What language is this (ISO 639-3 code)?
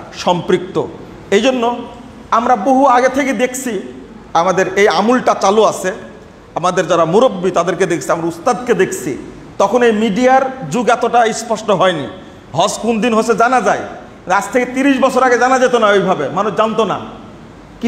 ben